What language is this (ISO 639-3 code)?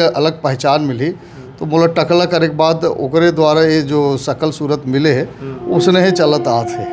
hne